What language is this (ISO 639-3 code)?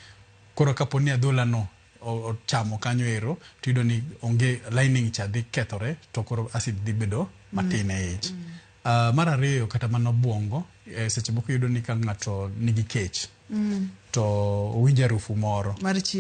luo